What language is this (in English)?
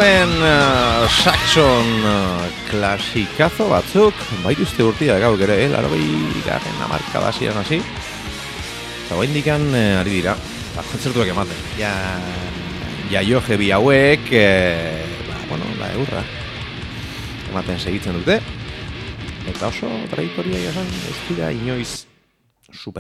Basque